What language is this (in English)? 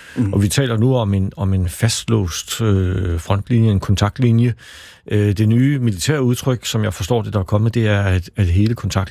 Danish